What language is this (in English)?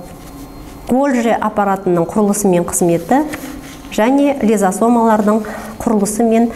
Kazakh